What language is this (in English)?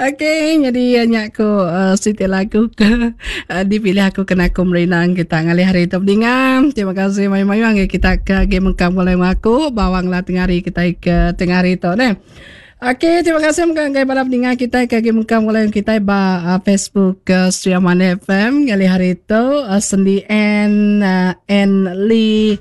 Iban